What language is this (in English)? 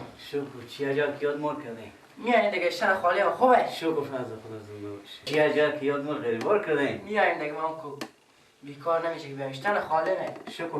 Persian